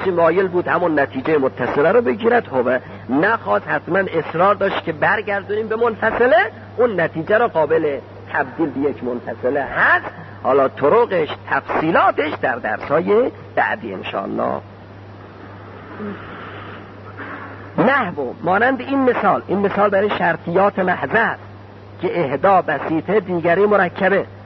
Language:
Persian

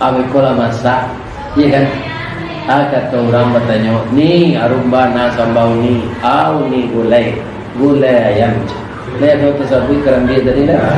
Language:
Minangkabau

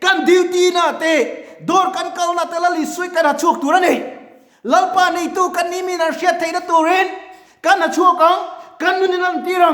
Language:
Mizo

